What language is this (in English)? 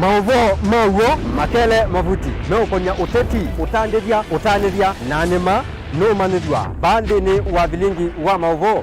Kamba